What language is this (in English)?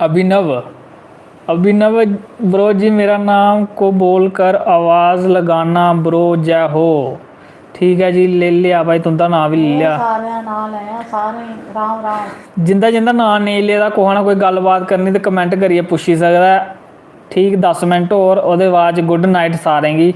Dogri